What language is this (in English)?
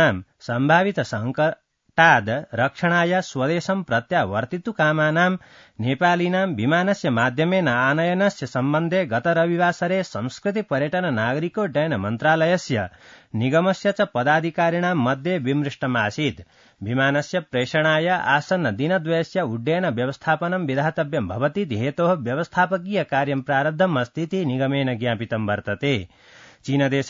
Sanskrit